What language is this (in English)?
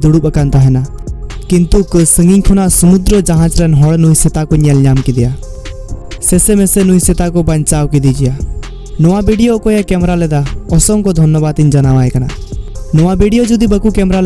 Santali